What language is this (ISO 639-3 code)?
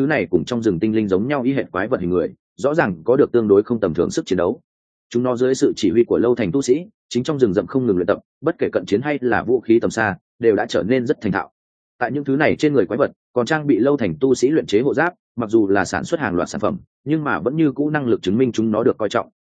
vie